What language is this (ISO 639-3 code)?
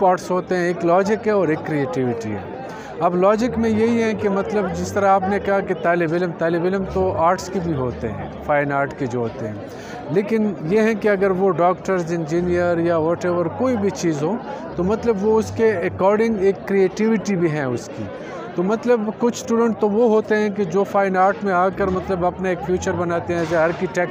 urd